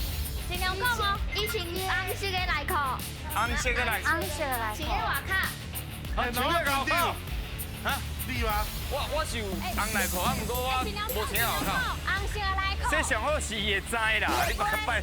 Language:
Min Nan Chinese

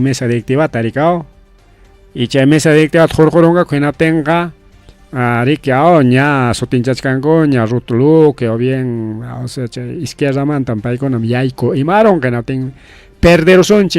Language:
Ayacucho Quechua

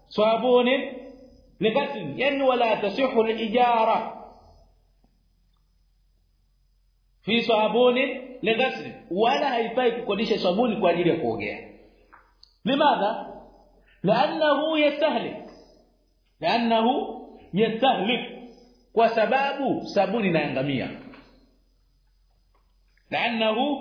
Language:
Swahili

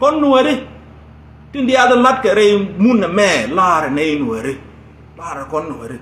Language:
Nuer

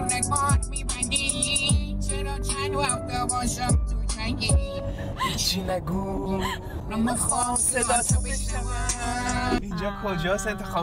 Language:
Persian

